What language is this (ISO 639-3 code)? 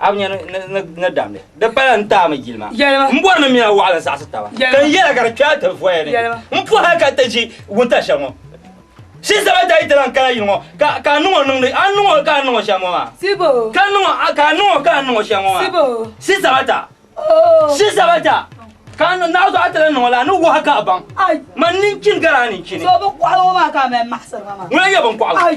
dag